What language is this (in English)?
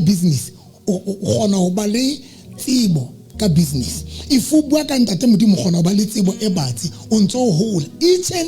Southern Sotho